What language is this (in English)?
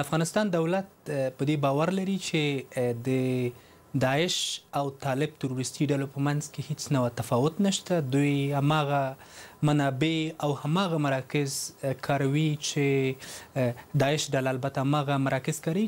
Pashto